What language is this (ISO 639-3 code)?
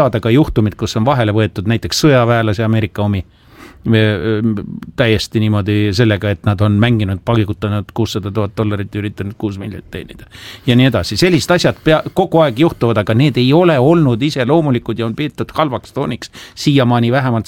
est